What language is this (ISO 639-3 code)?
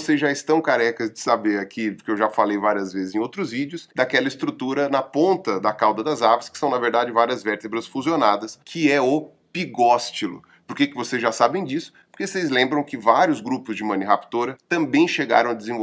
por